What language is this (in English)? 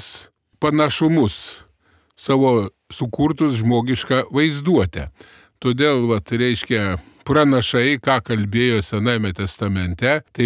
Lithuanian